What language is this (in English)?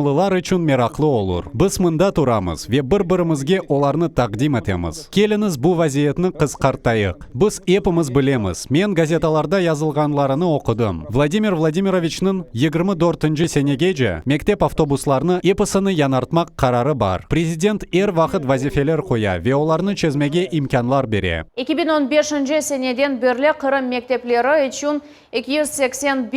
Crimean Tatar